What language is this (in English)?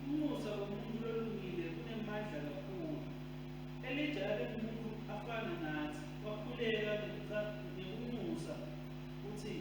Swati